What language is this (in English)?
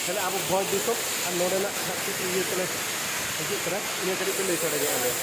Santali